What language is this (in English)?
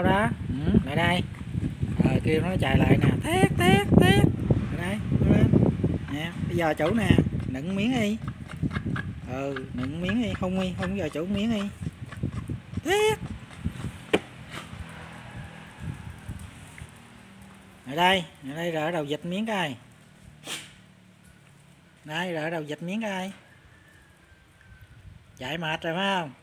Vietnamese